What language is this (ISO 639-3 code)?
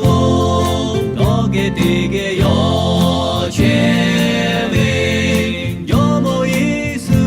lhu